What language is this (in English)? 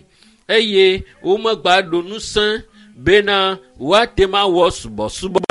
Ewe